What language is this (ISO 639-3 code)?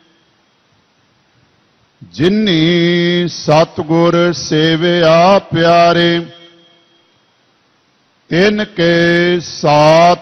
pan